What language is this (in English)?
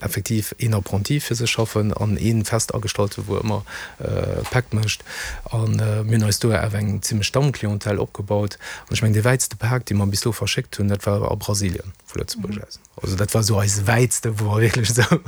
Luxembourgish